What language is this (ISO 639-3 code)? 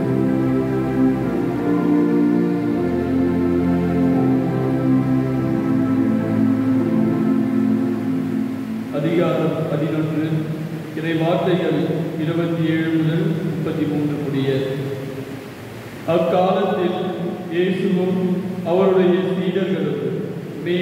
tam